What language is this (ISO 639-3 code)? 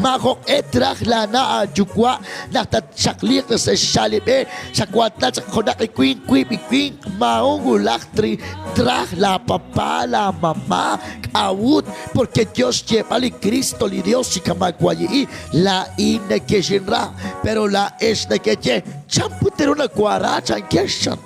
kek